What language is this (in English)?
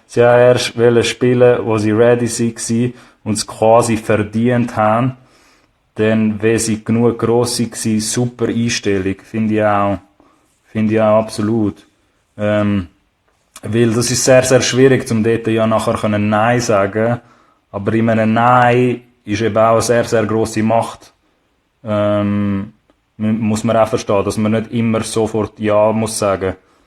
Swiss German